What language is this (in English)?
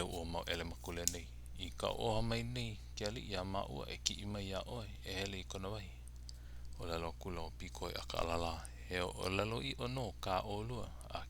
Hawaiian